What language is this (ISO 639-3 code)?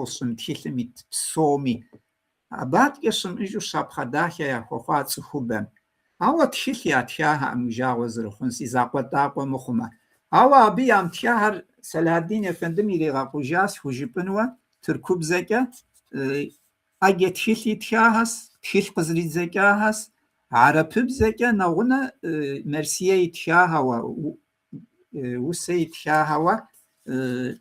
kbd